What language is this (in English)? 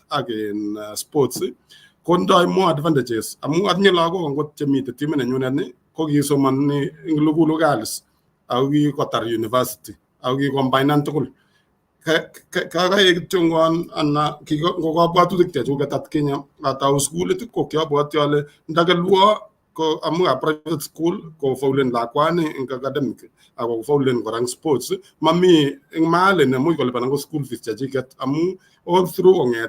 Kalenjin